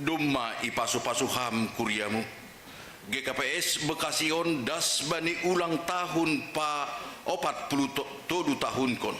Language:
Batak Simalungun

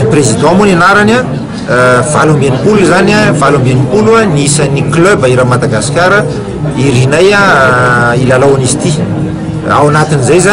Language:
Malagasy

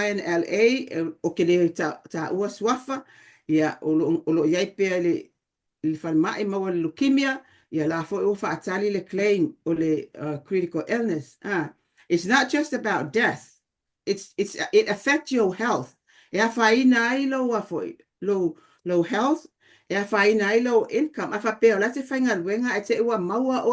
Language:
Samoan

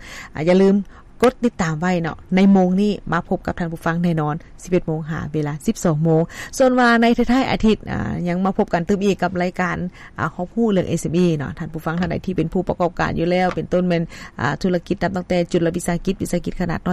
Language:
Lao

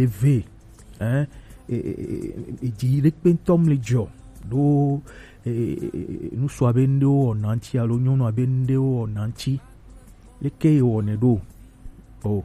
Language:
Gen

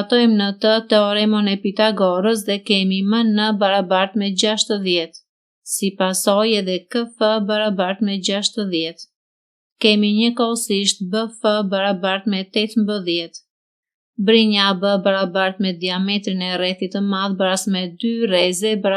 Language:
Albanian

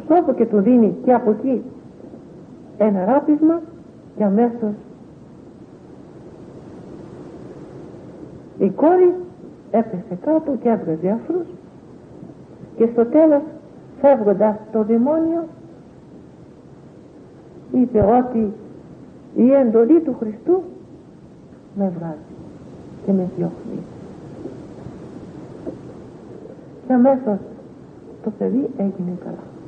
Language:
Greek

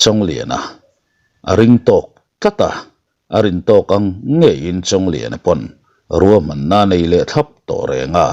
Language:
Mizo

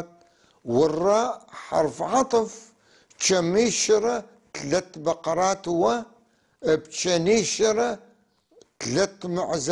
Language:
North Levantine Arabic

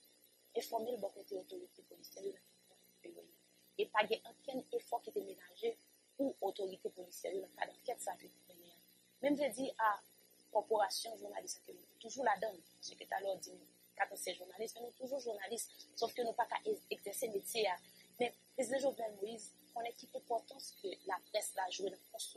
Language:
French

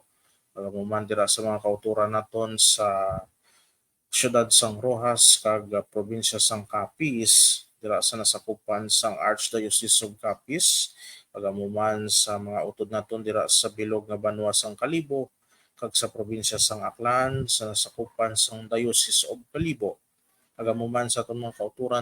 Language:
Hiligaynon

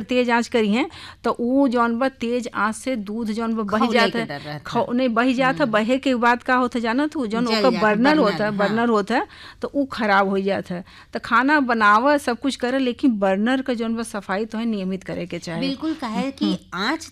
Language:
Bhojpuri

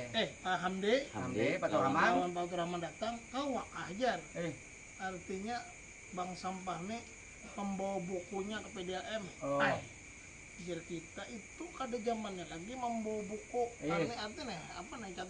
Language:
Banjar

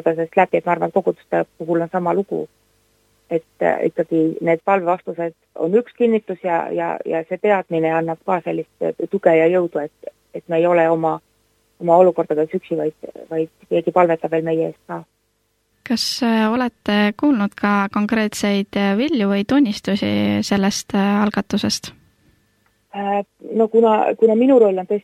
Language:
Estonian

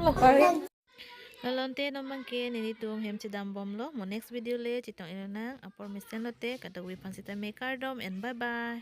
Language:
Karbi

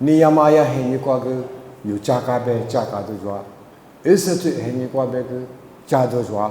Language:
Lisu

